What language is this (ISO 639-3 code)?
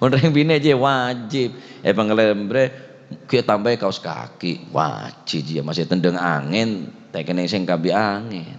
mad